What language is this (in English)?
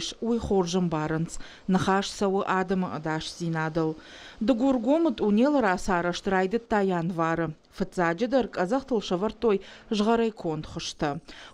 Ossetic